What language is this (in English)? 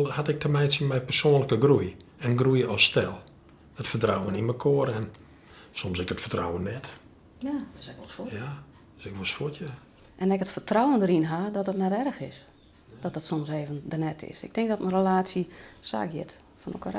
Western Frisian